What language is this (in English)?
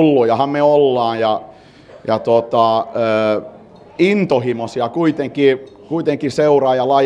Finnish